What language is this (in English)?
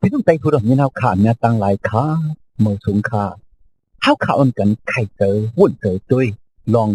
Shan